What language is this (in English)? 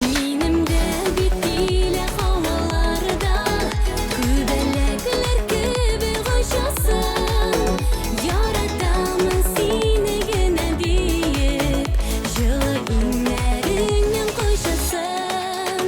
Tatar